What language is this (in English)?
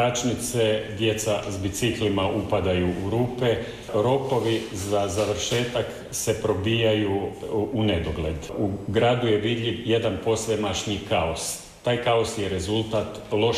Croatian